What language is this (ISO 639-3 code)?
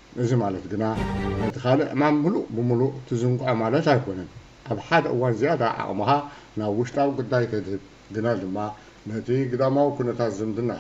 tir